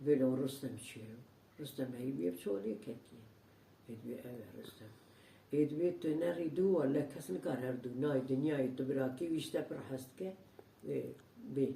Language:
Kurdish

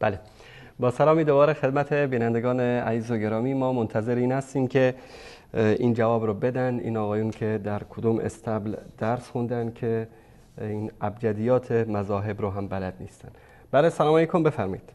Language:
Persian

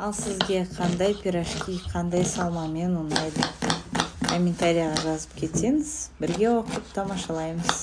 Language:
Kazakh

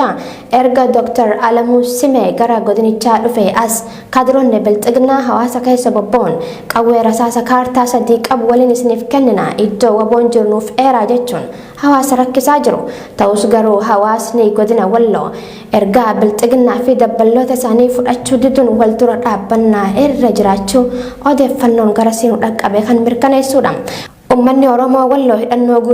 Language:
Oromo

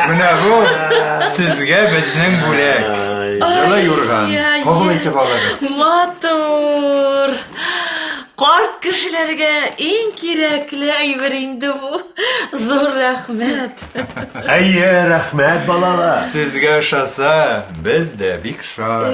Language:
Tatar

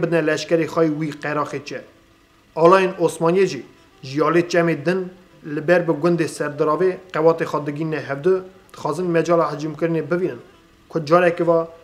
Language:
Kurdish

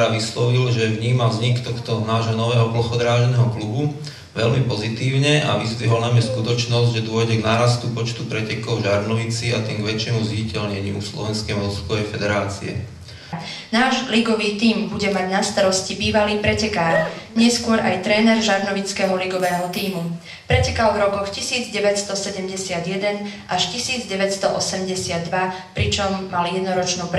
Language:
Slovak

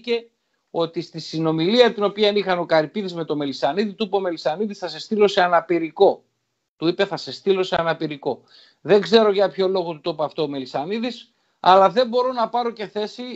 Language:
Greek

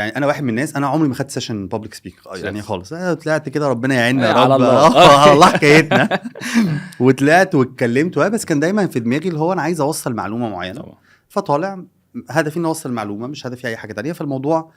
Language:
Egyptian Arabic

